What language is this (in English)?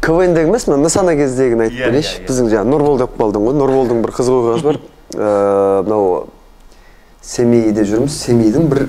Kazakh